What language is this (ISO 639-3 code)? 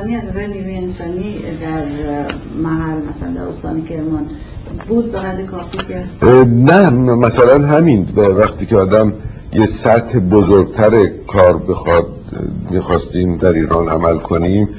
fas